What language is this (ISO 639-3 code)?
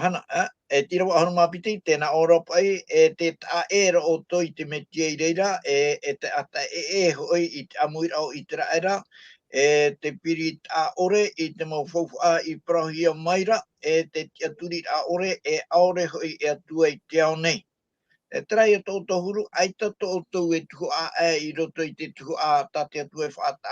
tah